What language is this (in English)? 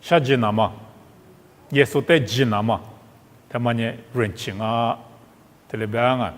Lisu